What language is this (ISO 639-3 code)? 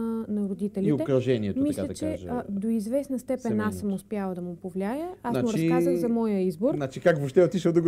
bul